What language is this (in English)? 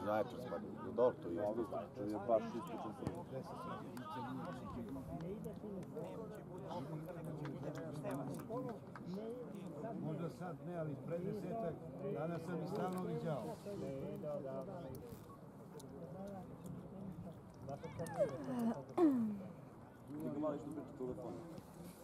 Serbian